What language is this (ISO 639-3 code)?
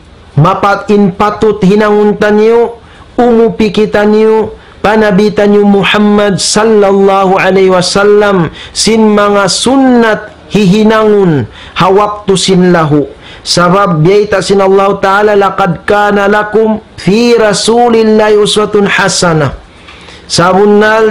tsg